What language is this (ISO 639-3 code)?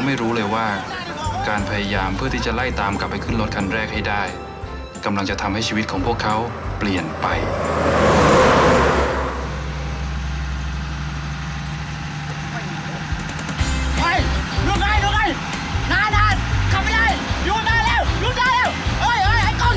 tha